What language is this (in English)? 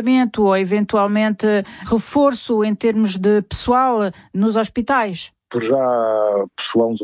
Portuguese